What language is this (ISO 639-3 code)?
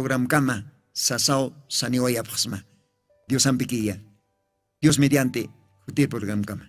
aym